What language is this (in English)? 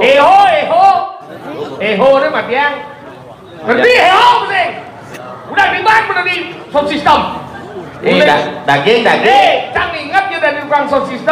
Balinese